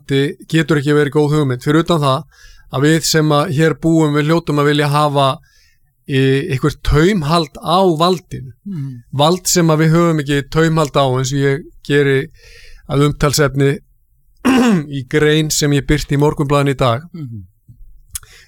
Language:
Icelandic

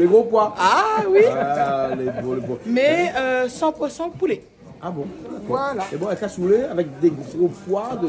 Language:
Réunion Creole French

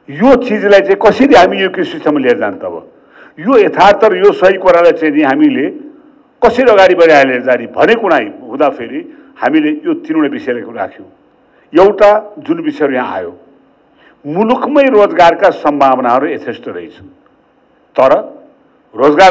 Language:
Nepali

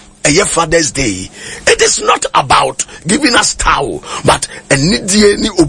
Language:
Akan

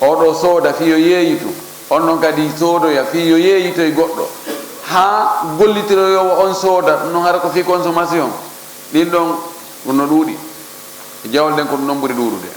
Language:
Fula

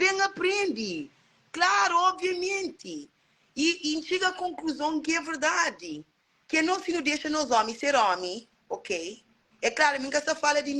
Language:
Kabuverdianu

